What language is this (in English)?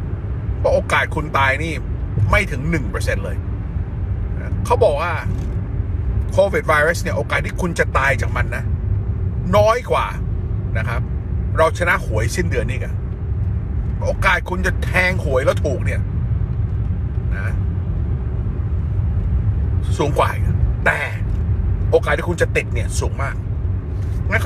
Thai